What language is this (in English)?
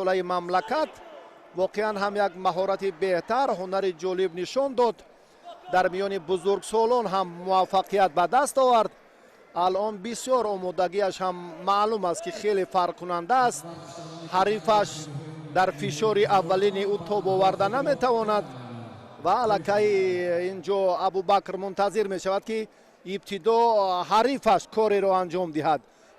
Tajik